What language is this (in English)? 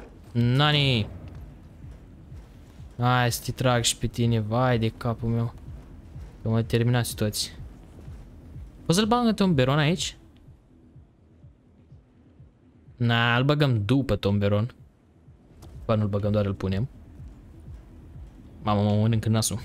Romanian